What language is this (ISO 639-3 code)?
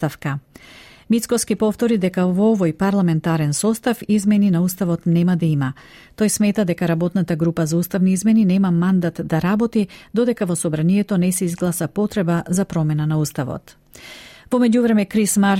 mkd